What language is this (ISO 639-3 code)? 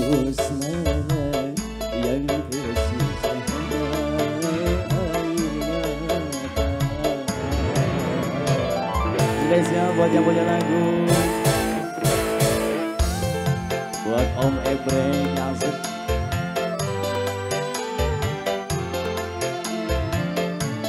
ind